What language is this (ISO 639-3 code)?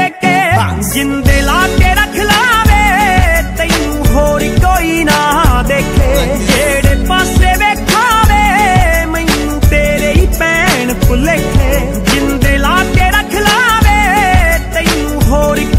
pan